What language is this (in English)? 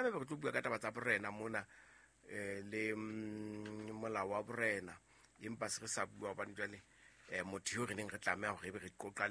Southern Sotho